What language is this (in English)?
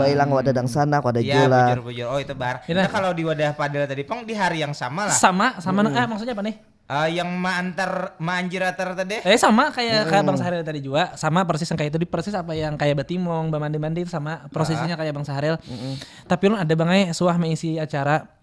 Banjar